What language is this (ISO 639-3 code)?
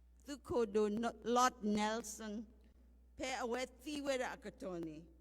ksw